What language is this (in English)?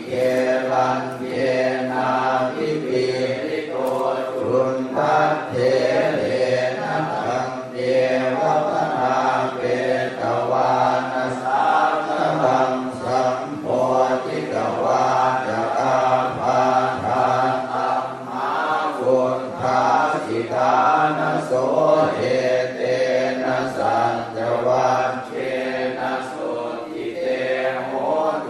Pali